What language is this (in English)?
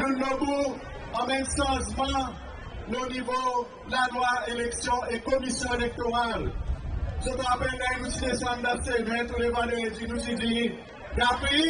Seselwa Creole French